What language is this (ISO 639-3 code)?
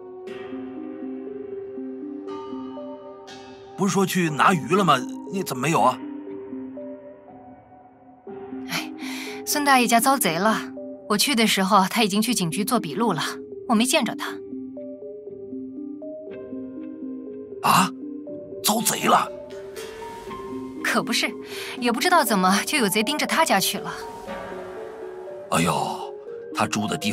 zho